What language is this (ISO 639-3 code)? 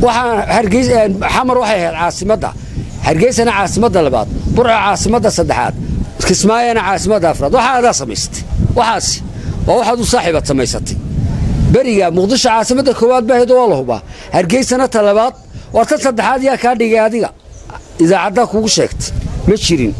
som